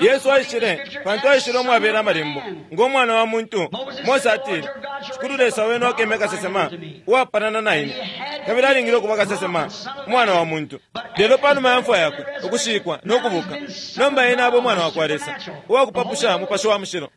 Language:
Bemba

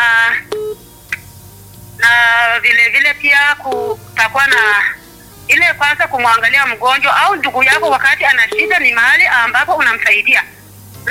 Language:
Swahili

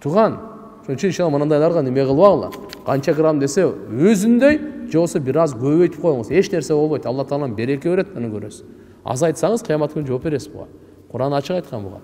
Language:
Kyrgyz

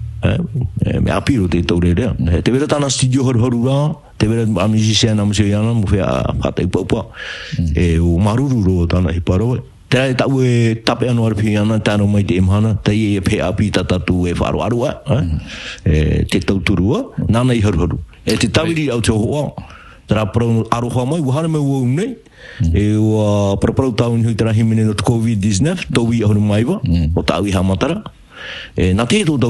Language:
Tahitian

